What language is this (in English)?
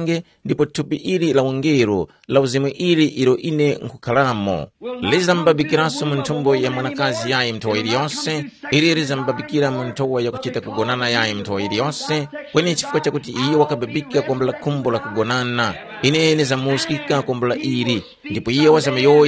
Tumbuka